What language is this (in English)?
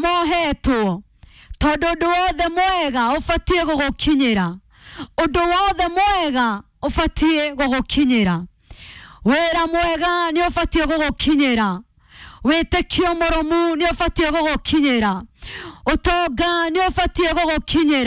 Kikuyu